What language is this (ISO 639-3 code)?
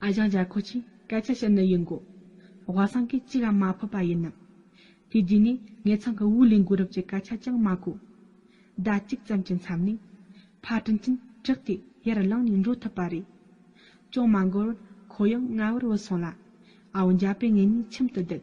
bod